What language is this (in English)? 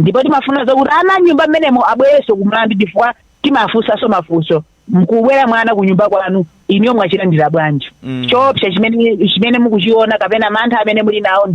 Nyanja